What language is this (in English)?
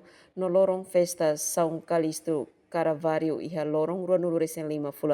Tetum